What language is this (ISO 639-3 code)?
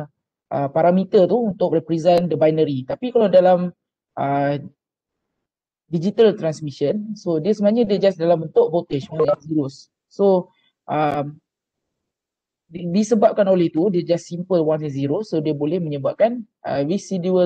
msa